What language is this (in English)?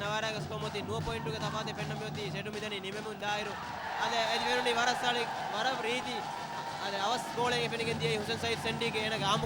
Divehi